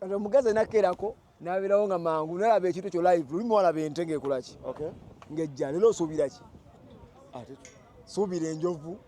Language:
Ganda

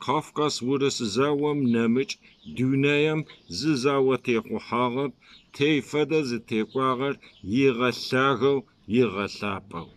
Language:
Kabardian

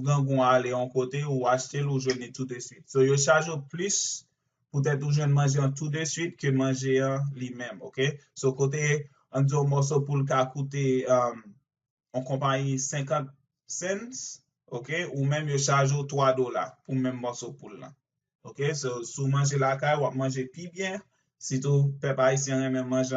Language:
Haitian Creole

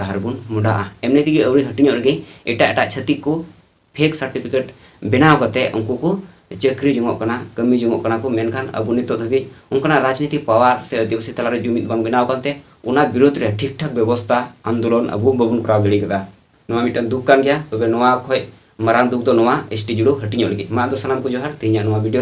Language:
Santali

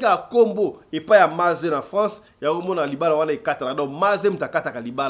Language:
Lingala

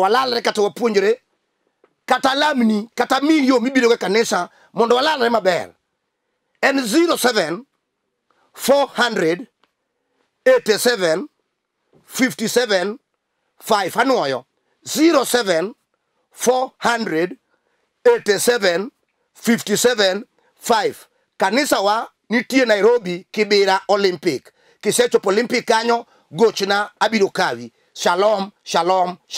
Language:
Luo (Kenya and Tanzania)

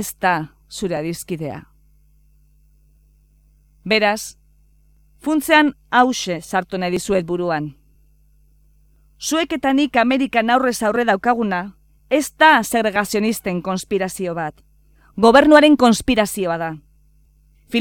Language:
Basque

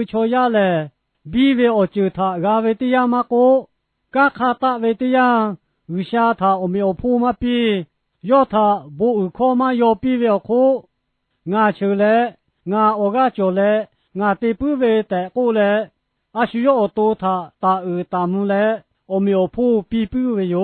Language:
Lahu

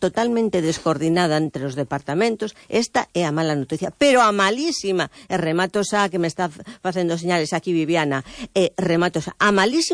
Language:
Galician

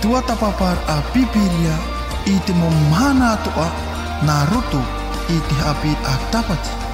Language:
Tahitian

